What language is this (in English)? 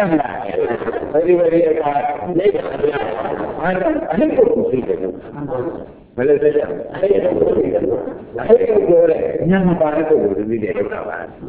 Burmese